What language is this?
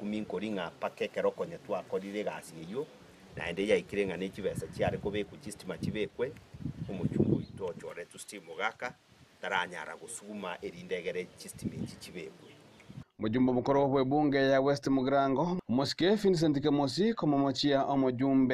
Gusii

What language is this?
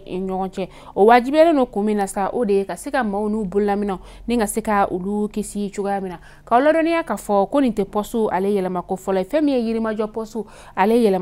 Bambara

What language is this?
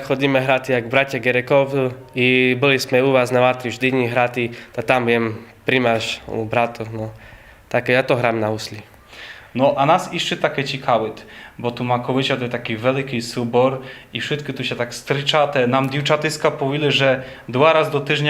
Rusyn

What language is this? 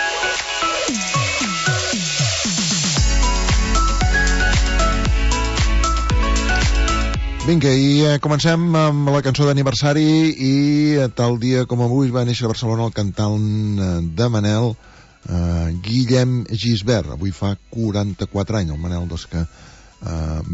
Catalan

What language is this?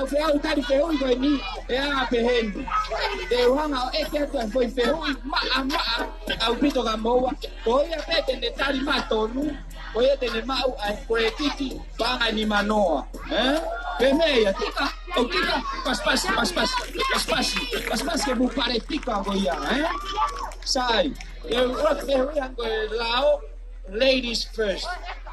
Tongan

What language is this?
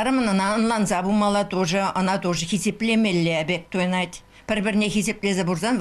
Chuvash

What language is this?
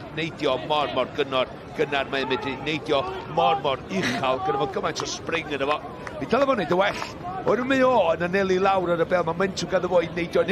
Welsh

